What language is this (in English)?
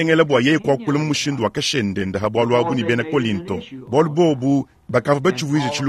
Luba-Lulua